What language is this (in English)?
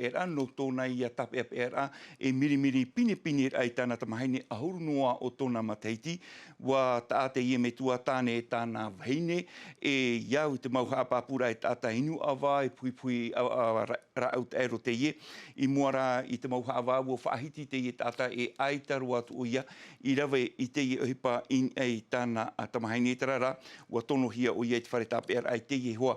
Tahitian